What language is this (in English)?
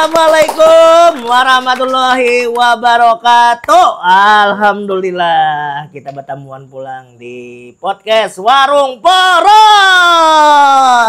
Banjar